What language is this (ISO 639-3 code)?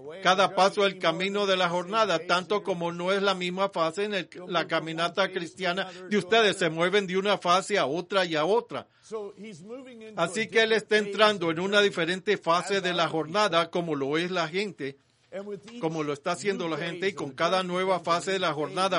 spa